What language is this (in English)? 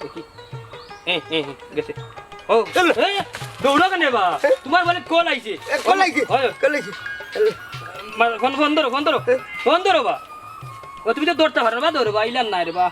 Sylheti